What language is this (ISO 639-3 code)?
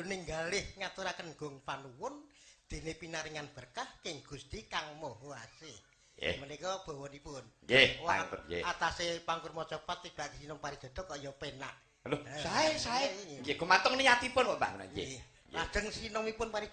jav